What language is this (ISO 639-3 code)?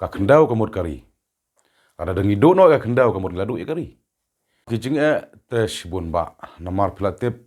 kha